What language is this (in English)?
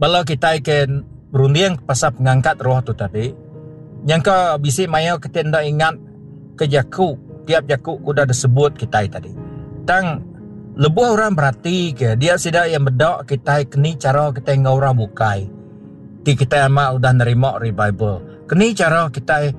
Iban